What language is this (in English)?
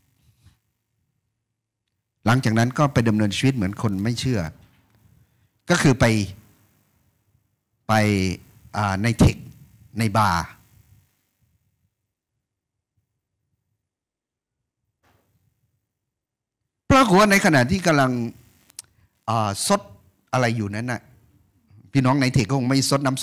Thai